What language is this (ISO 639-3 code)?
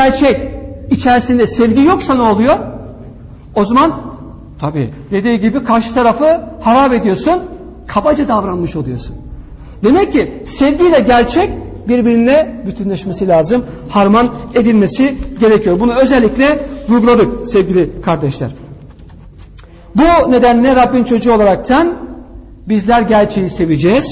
tur